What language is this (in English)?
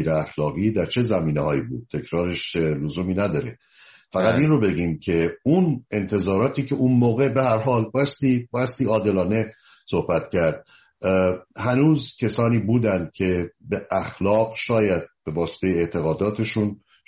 Persian